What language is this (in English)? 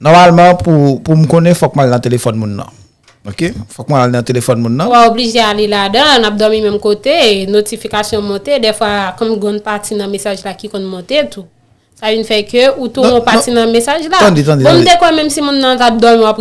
Haitian Creole